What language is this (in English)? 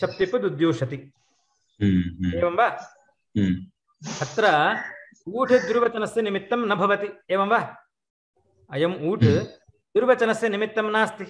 Sanskrit